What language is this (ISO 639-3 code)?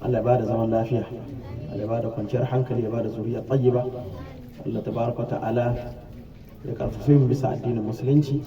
hau